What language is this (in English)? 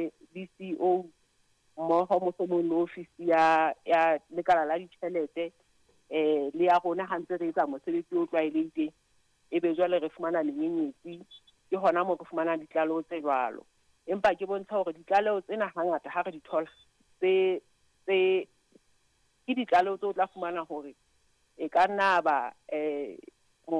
Southern Sotho